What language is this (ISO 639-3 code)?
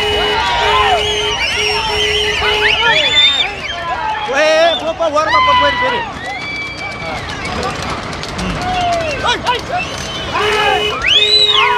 tam